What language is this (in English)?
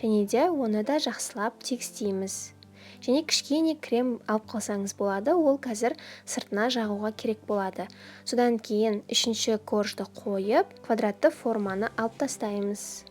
Kazakh